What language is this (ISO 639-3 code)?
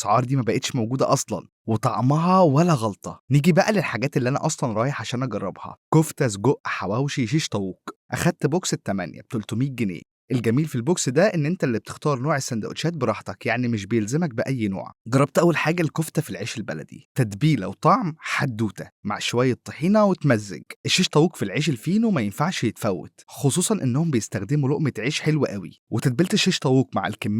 arz